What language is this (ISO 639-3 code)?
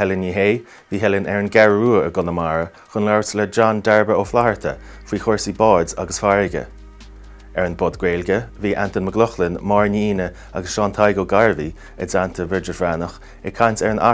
gle